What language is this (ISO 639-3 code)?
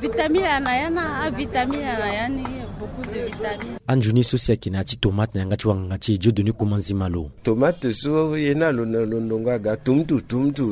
sag